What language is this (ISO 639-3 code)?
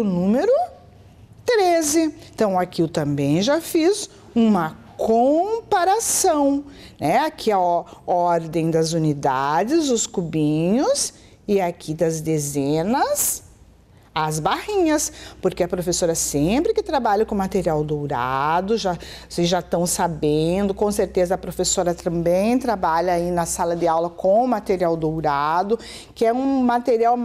por